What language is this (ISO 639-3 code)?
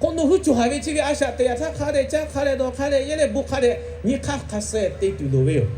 lhu